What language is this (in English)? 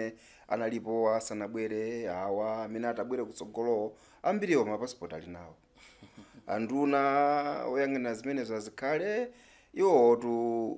Nyanja